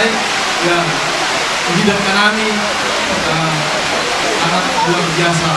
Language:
Batak Simalungun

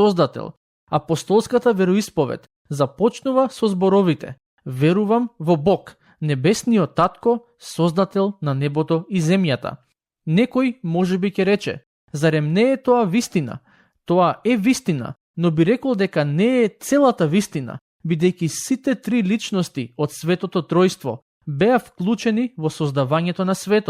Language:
Macedonian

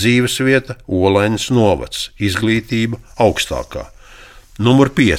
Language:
Latvian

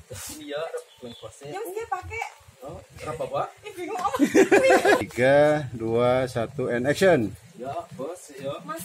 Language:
Betawi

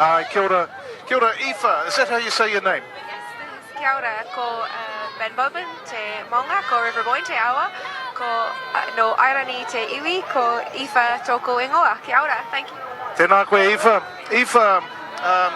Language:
Māori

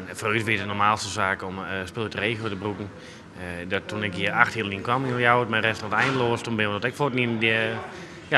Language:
Western Frisian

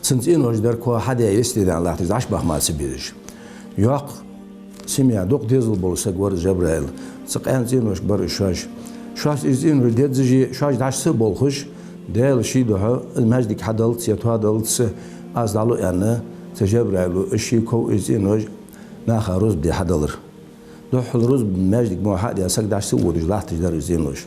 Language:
Ingush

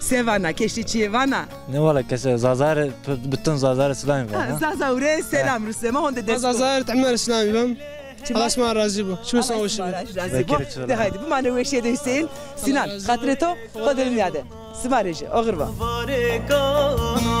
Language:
Zaza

